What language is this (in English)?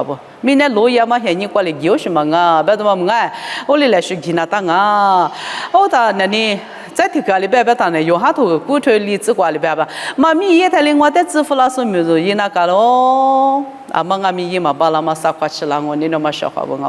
Lisu